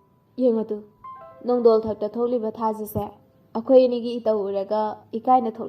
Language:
Manipuri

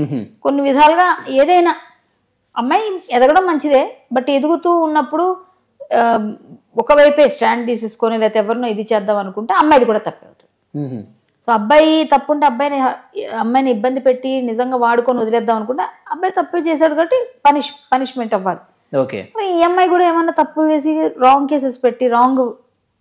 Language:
Telugu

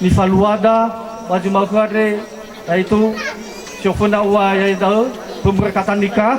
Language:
Nias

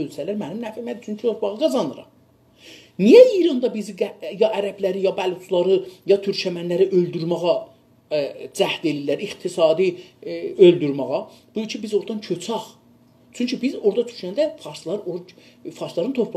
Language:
South Azerbaijani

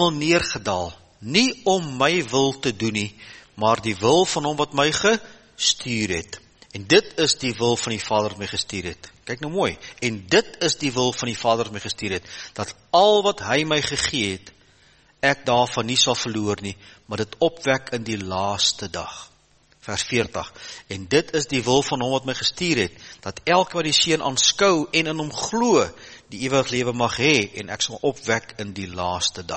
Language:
Afrikaans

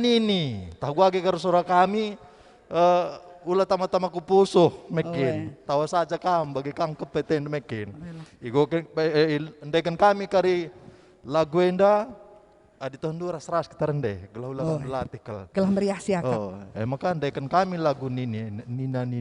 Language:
Batak Karo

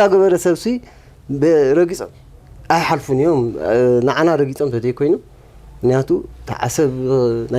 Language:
Tigrinya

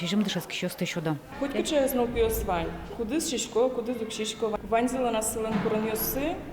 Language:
Udmurt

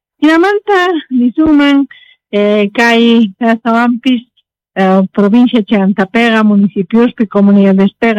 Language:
Quechua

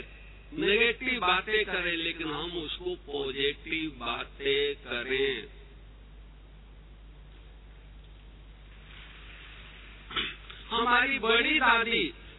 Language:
Hindi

